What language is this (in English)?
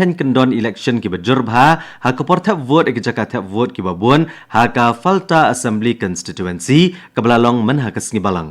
Khasi